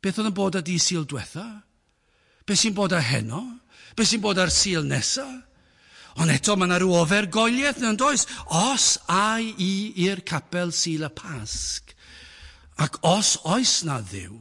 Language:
Welsh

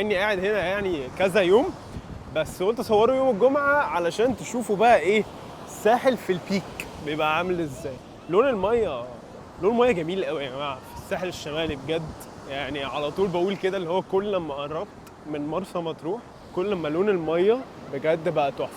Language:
Egyptian Arabic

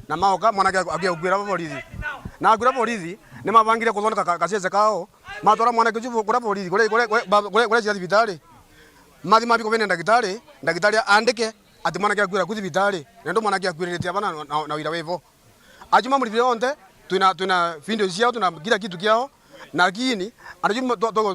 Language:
Meru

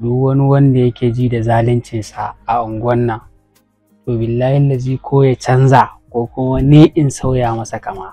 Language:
Hausa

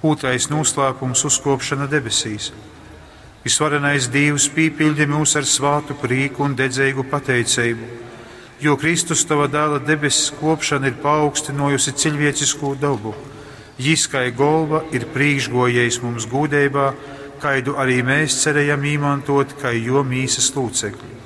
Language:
Latgalian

